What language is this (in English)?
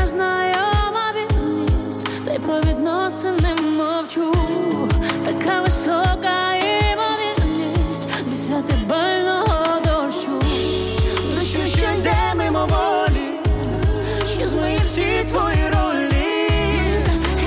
Ukrainian